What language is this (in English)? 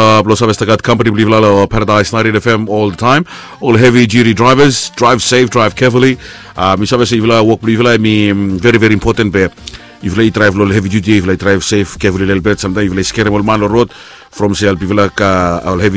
Bislama